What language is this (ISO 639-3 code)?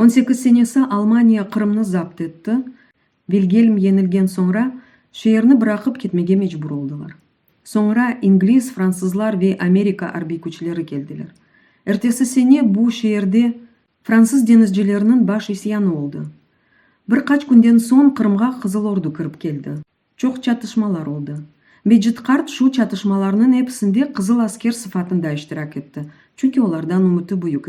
crh